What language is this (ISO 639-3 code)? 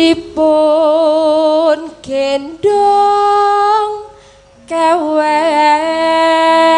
jav